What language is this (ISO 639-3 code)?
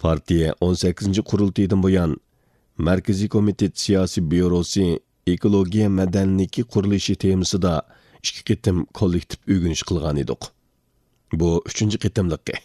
uig